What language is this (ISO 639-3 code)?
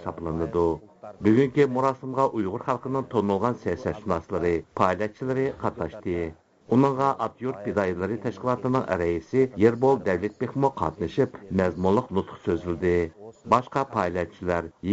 uig